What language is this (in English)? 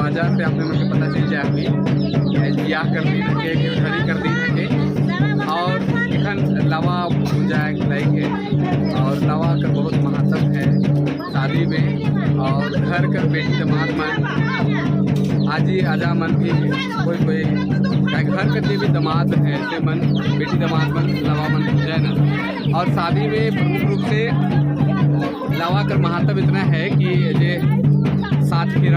Sadri